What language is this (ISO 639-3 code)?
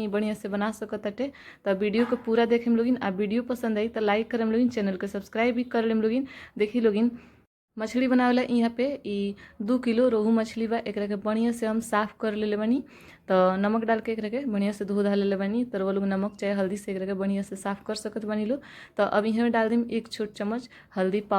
bho